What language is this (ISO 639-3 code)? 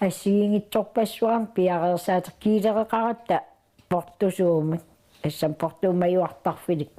kal